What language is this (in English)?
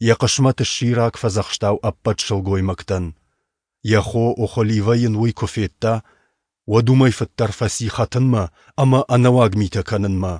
Ossetic